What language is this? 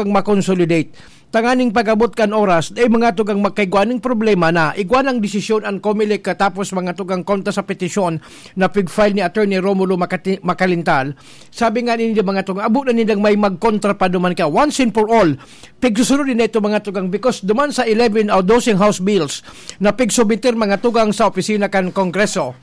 Bikol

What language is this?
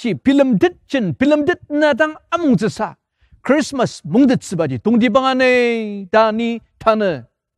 Ao Naga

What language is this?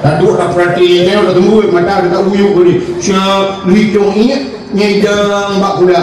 Achinese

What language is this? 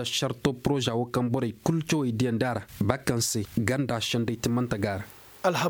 Koyraboro Senni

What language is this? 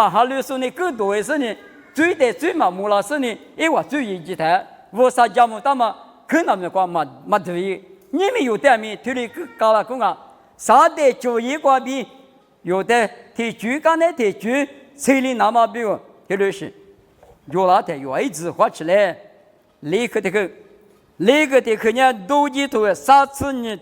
Lisu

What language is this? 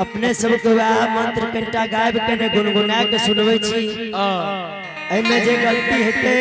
Angika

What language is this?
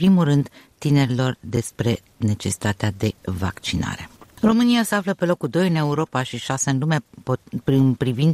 Romanian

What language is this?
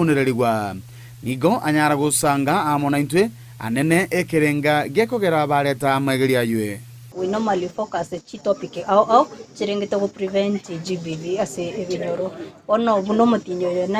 Gusii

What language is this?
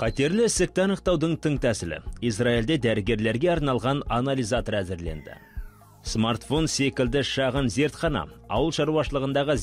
Kazakh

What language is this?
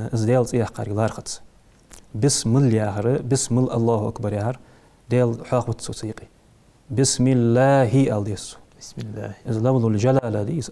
Ingush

